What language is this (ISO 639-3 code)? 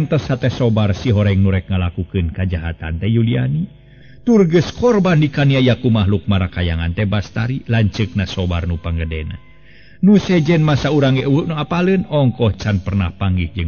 sun